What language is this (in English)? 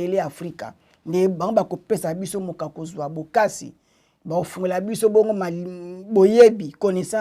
Lingala